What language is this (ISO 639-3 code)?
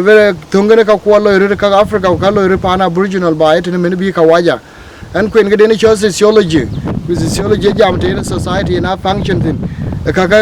din